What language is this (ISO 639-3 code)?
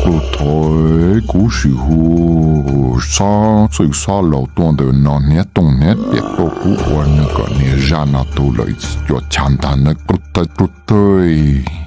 hmn